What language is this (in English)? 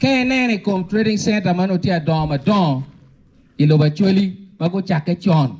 Acoli